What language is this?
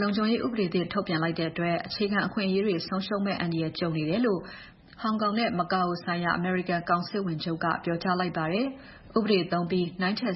Burmese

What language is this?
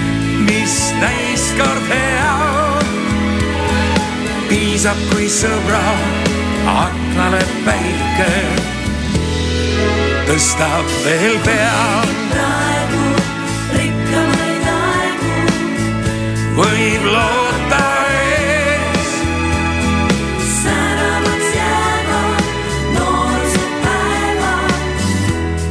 Estonian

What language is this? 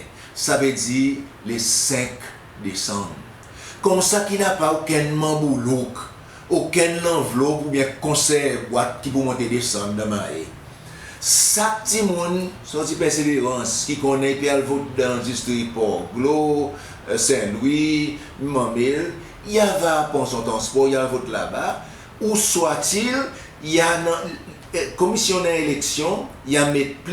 Seselwa Creole French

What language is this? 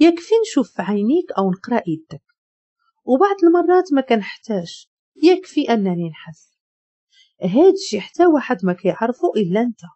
Moroccan Arabic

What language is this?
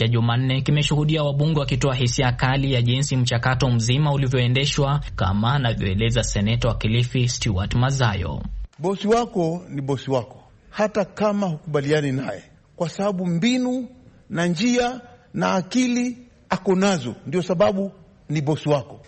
Swahili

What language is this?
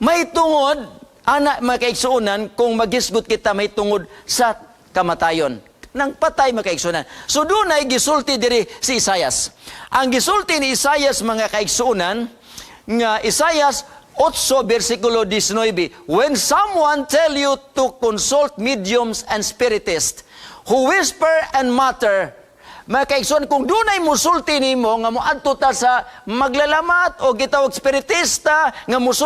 Cebuano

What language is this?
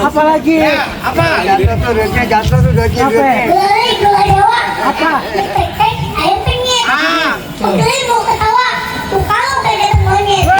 Betawi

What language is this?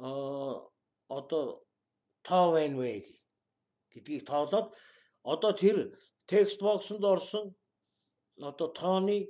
Mongolian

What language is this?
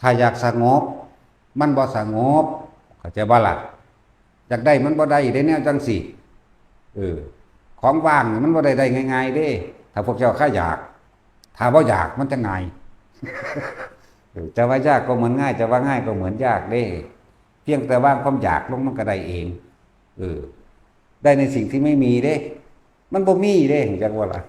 Lao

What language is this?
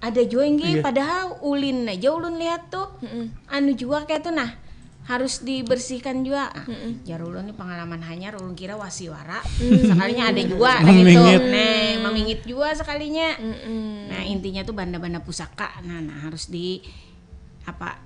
Banjar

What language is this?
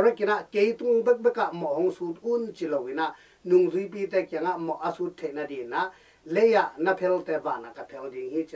Tedim Chin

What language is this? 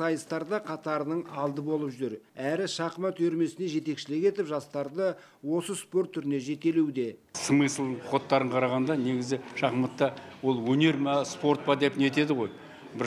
Kazakh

